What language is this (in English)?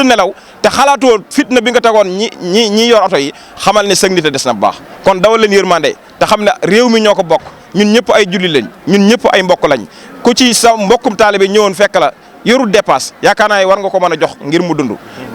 Wolof